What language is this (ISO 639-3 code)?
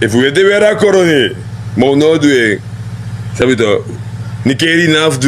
srn